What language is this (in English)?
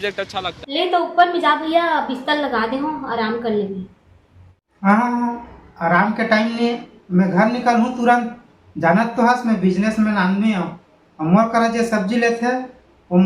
Chhattisgarhi